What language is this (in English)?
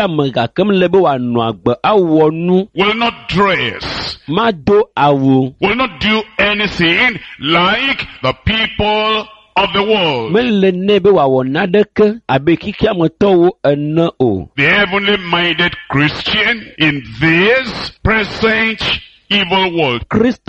Ewe